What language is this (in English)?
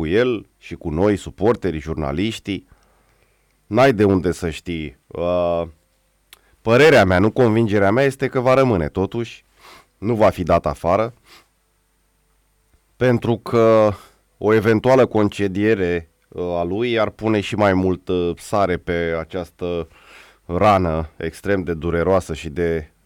Romanian